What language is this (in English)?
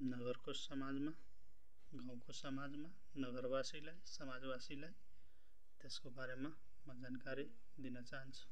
Nepali